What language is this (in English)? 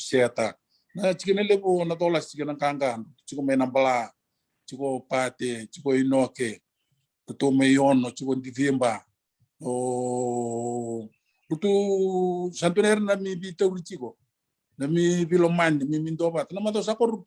Fijian